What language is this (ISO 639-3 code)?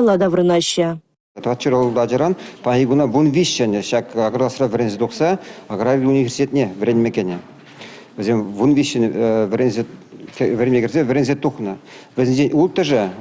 chv